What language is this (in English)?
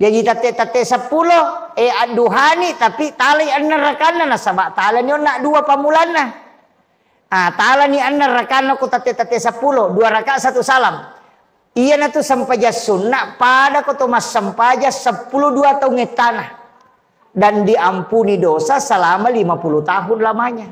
Buginese